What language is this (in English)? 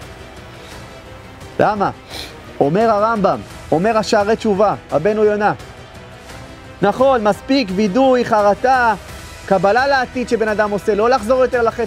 Hebrew